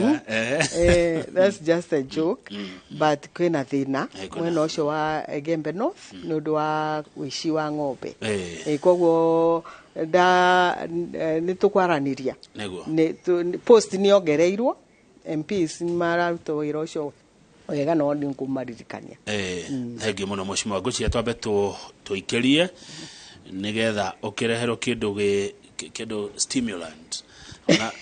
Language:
Kikuyu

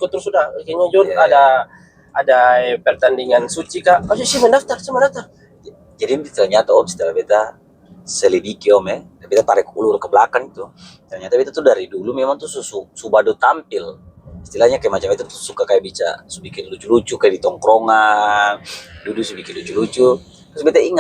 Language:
Ambonese Malay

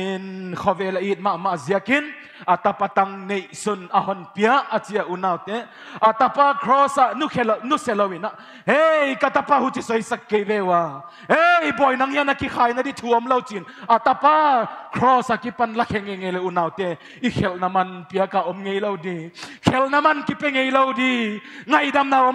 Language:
Paite Chin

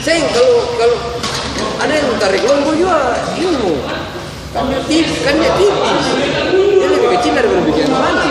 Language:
Ambonese Malay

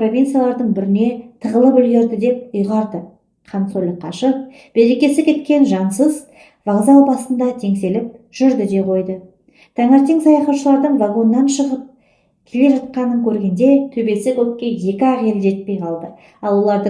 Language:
Kazakh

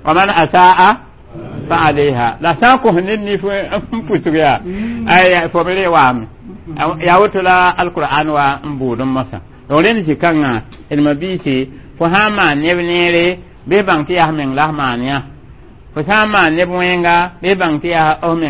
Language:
Mossi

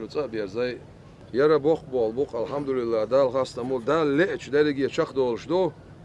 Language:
Chechen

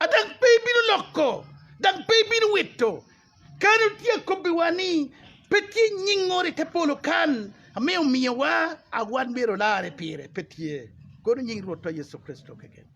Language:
Acoli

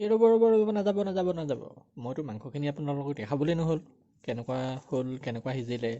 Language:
Assamese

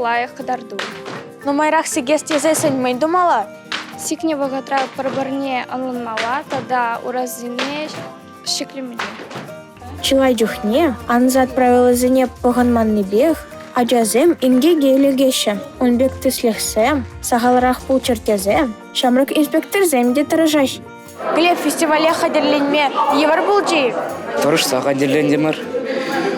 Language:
Chuvash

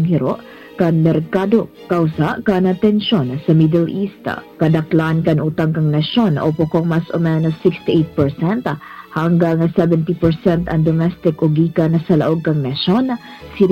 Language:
Bikol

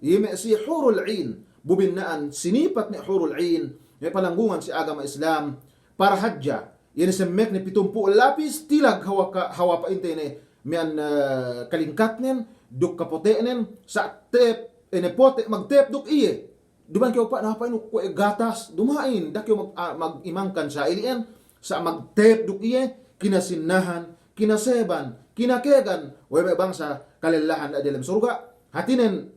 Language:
Yakan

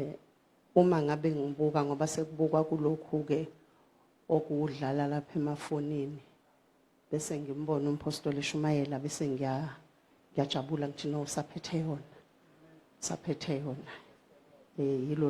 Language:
Zulu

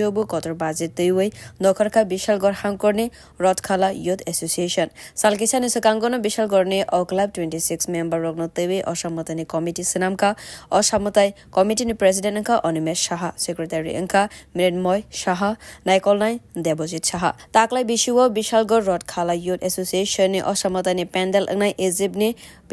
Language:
Kok Borok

